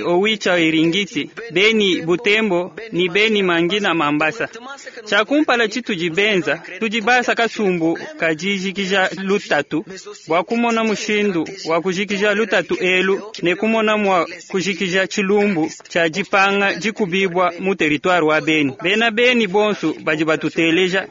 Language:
Luba-Lulua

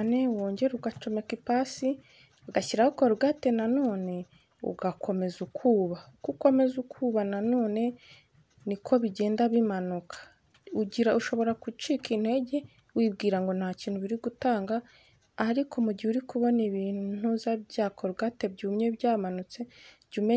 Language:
Kinyarwanda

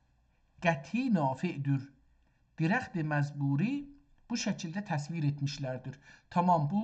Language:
South Azerbaijani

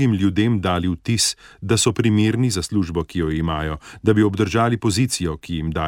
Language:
Slovenian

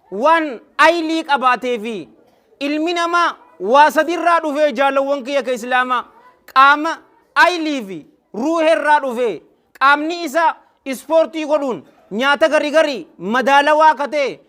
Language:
Oromo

